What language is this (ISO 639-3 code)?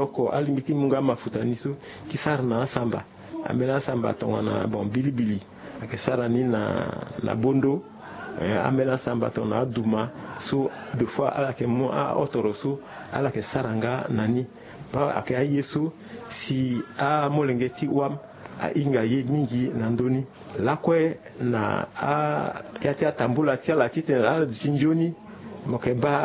sag